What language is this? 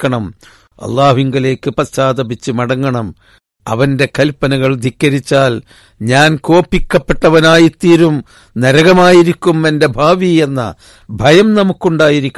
Malayalam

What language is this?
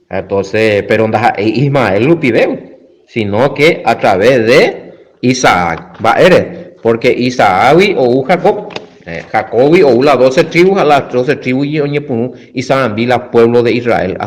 Guarani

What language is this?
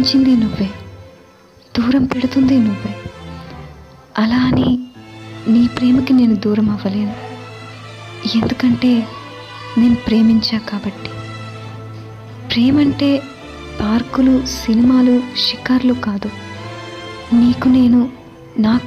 Telugu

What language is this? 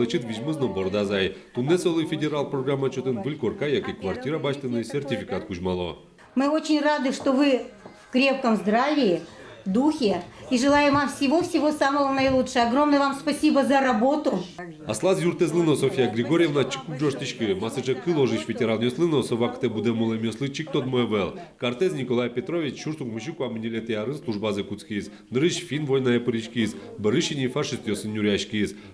Udmurt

